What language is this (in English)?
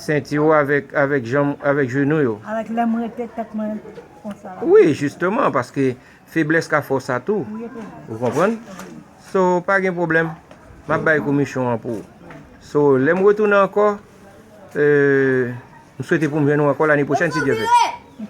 Haitian Creole